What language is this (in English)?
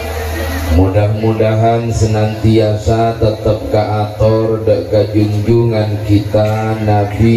Madurese